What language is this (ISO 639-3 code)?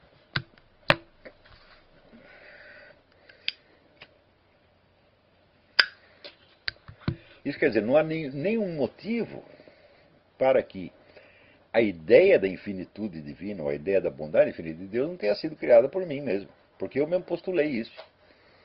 por